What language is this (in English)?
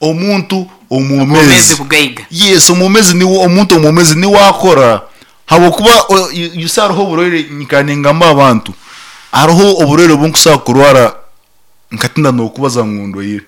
Nyankole